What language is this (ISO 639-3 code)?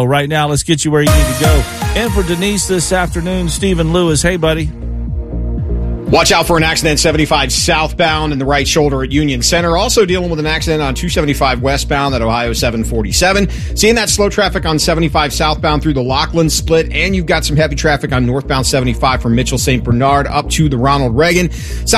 eng